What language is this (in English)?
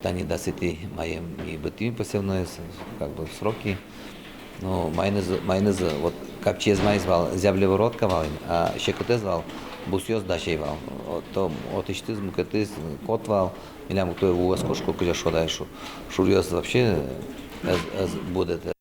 Udmurt